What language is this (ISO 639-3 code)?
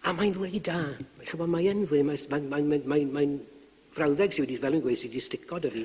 cym